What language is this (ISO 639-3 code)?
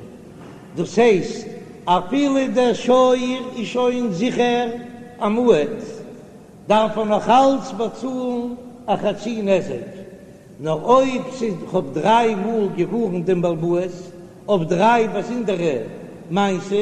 yid